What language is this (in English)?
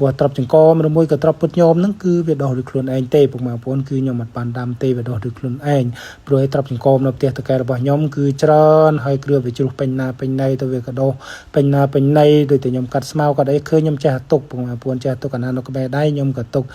Khmer